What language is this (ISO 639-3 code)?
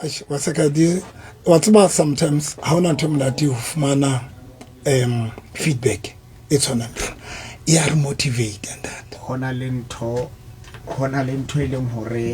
sot